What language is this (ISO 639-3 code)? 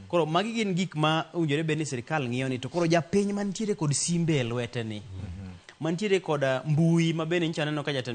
luo